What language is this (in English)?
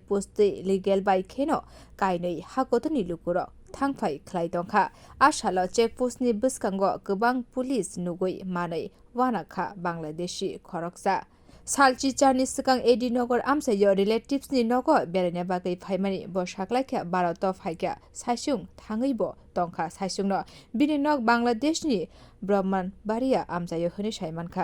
Kok Borok